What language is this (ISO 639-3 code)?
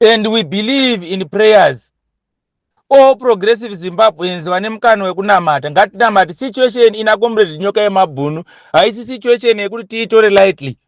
sna